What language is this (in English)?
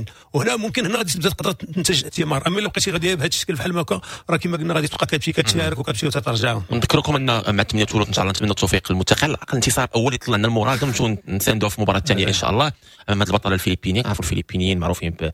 Moroccan Arabic